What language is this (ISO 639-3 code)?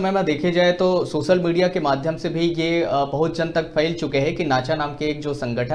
hne